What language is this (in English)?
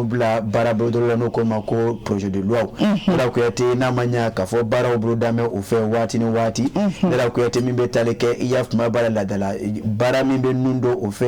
Bambara